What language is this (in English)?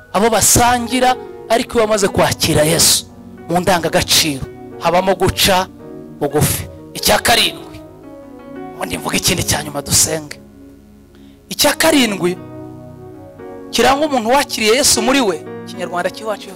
Kinyarwanda